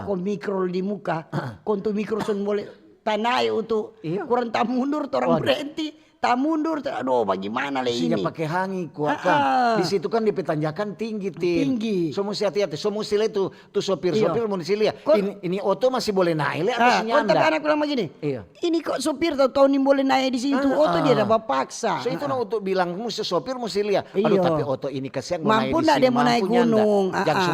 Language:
Manado Malay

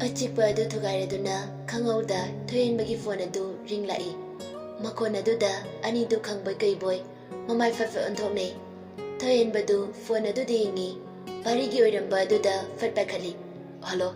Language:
Manipuri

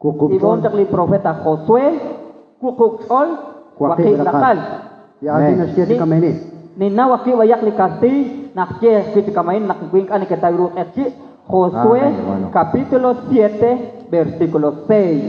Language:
Kekchí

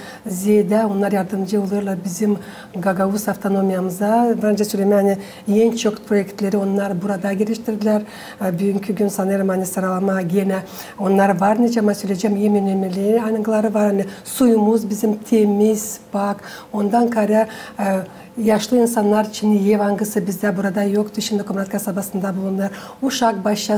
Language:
Gagauz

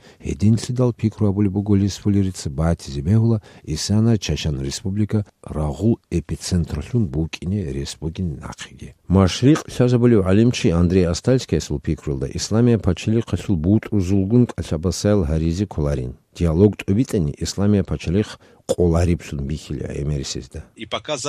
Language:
Avaric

